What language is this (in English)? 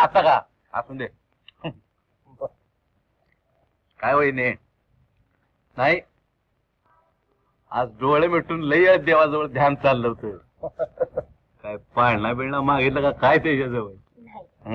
Marathi